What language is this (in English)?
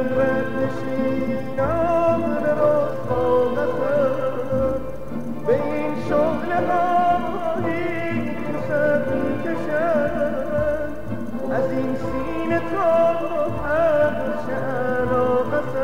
Persian